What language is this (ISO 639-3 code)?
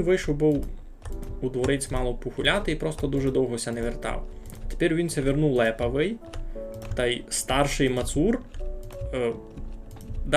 rue